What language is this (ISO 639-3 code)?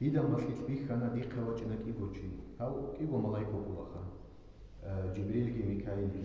ava